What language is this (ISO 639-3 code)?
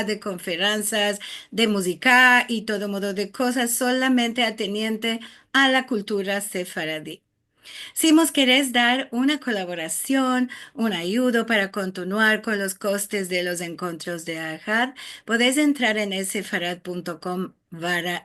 lad